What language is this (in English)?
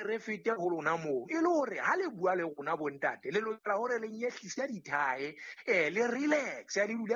Southern Sotho